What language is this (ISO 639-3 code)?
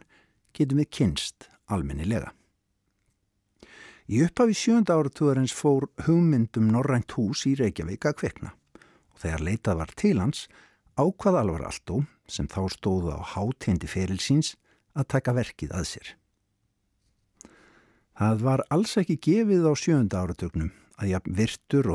isl